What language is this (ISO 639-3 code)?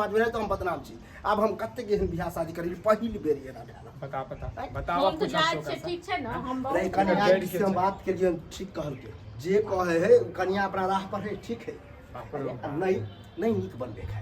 mai